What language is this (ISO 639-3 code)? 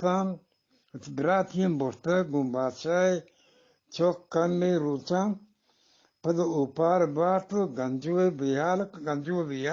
bgp